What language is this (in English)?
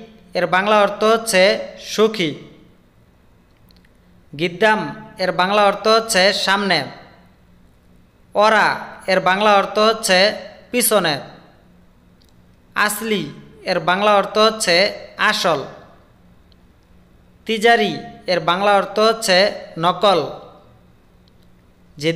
Bangla